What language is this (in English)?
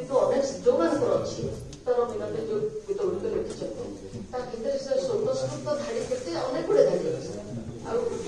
Odia